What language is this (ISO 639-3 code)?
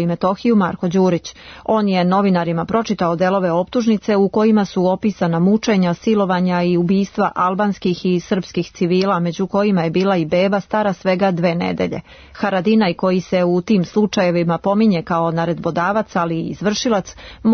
srp